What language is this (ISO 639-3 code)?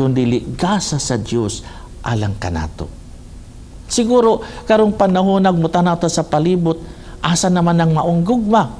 ceb